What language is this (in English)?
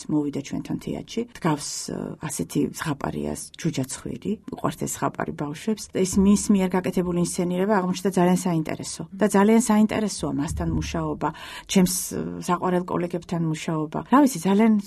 Georgian